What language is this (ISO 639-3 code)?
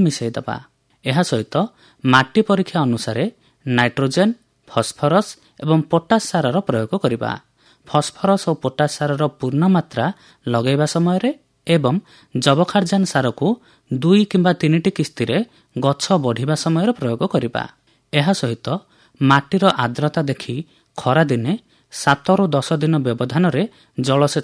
ori